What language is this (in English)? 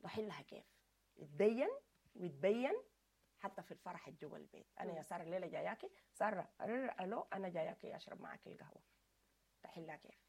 Sudanese Arabic